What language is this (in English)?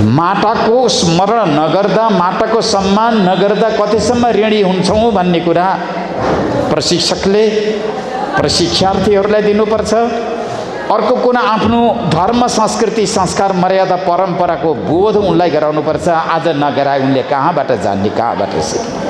Nepali